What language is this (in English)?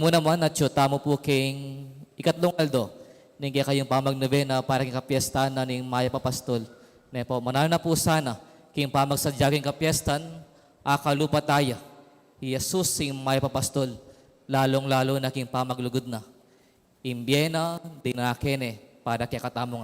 Pampanga